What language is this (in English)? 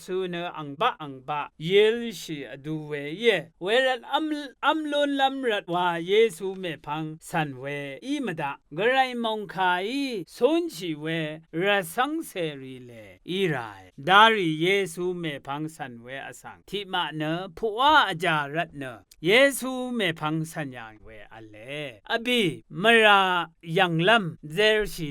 Rawang